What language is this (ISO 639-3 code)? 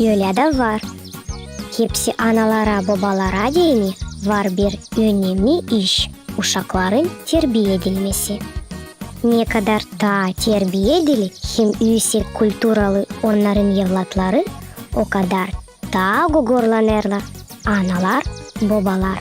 gag